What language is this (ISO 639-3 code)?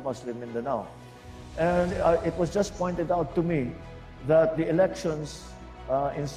fil